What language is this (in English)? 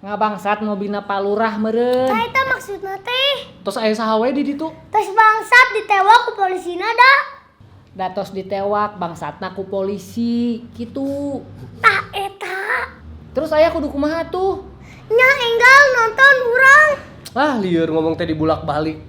Sundanese